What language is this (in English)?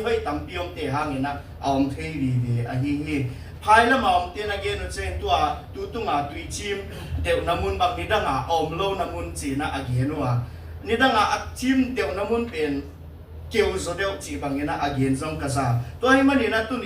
Tedim Chin